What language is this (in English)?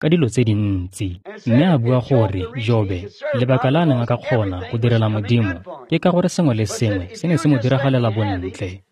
Tswana